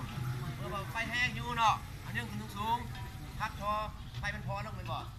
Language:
Lao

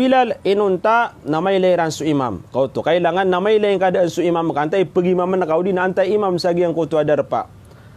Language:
Maranao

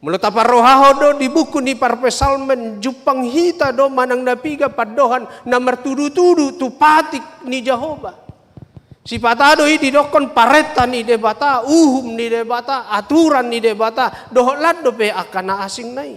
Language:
Batak Toba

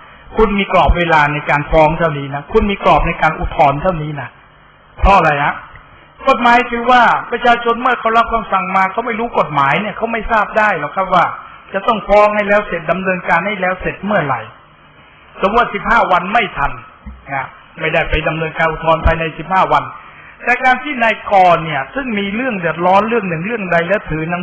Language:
Thai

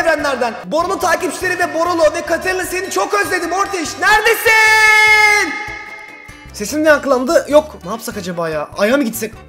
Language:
Turkish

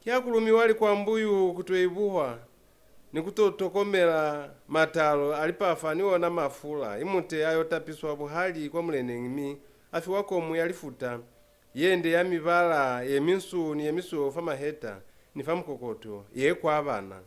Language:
Lozi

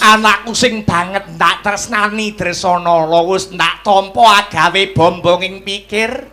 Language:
Javanese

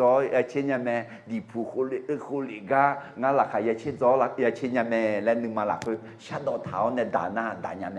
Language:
Akha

